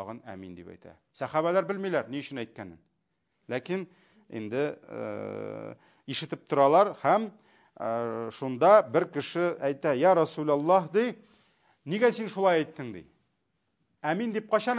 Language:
Tatar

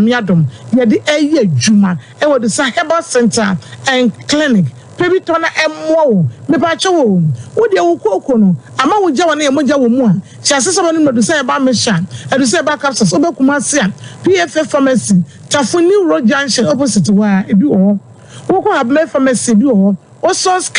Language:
Akan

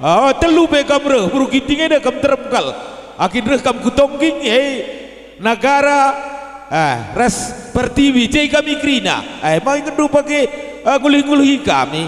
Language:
Batak Karo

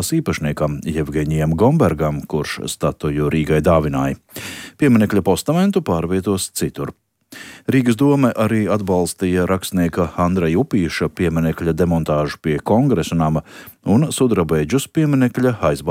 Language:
Latvian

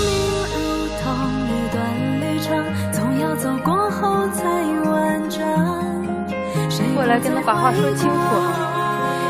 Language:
Chinese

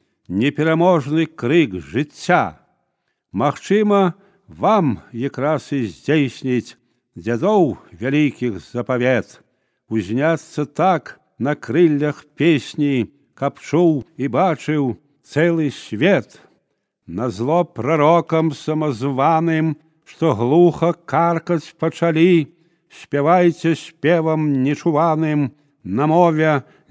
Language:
Belarusian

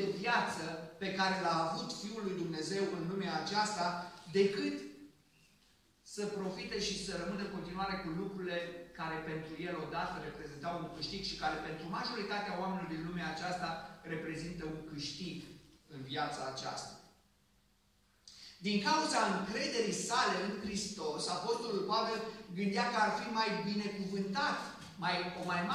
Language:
Romanian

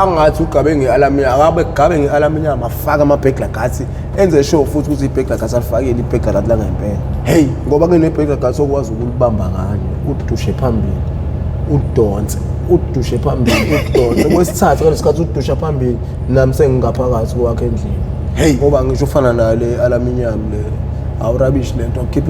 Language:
Zulu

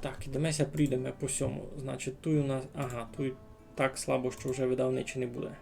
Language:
Rusyn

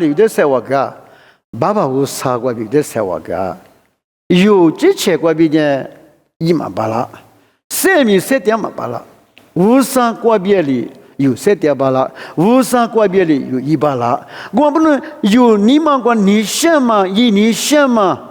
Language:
Lisu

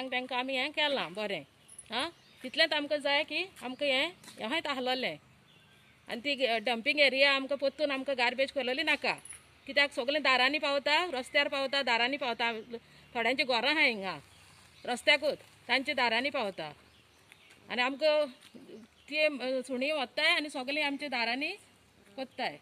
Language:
Konkani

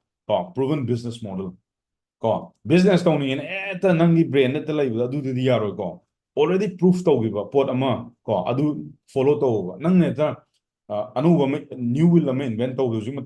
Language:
Manipuri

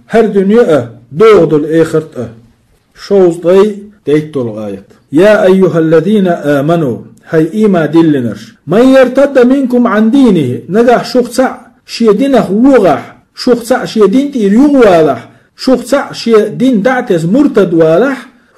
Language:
Chechen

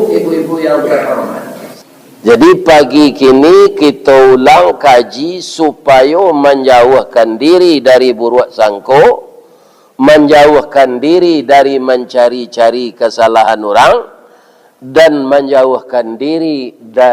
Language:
Minangkabau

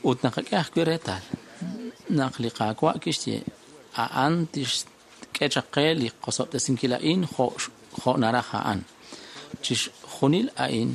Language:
Kekchí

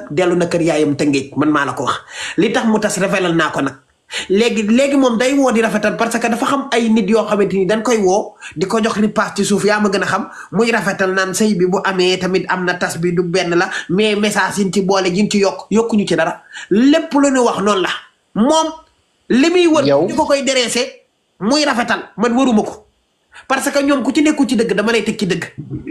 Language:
Wolof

